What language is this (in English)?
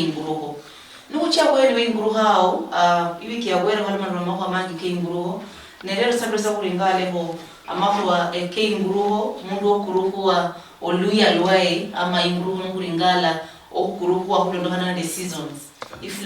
Luyia